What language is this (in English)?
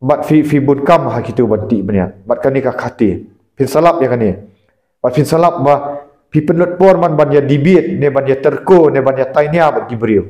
Khasi